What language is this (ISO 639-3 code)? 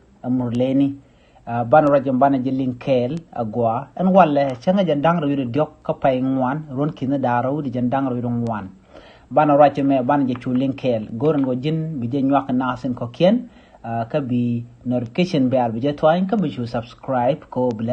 nus